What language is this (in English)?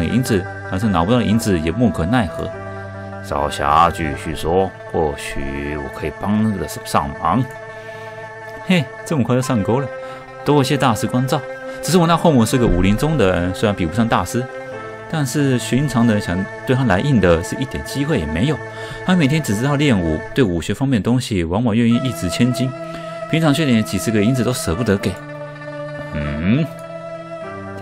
Chinese